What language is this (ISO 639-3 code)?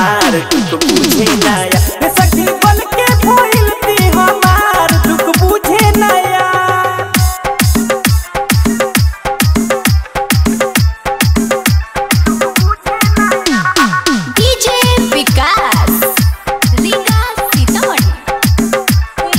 bho